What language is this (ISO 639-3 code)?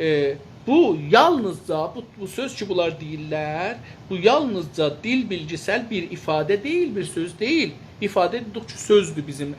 azb